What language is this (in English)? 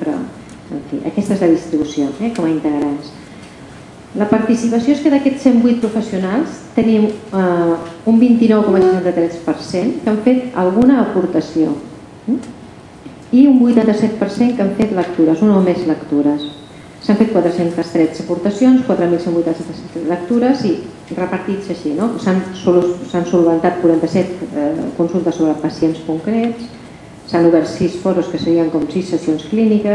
Catalan